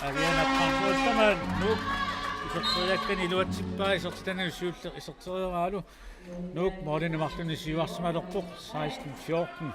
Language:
Kalaallisut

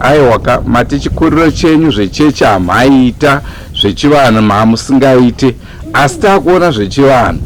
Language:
Shona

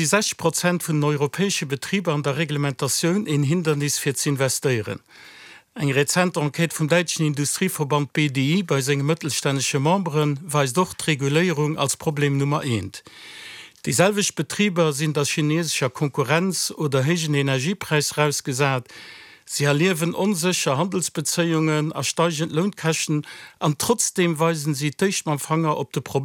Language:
Luxembourgish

